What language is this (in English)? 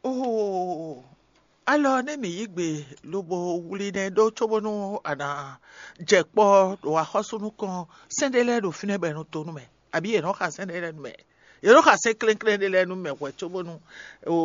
Fon